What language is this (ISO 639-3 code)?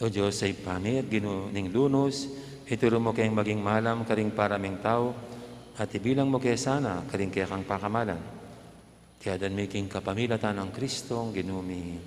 pam